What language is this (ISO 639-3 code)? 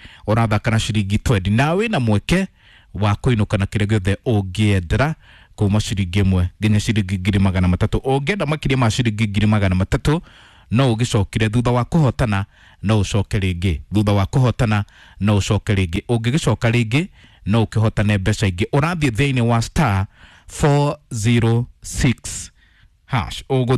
kik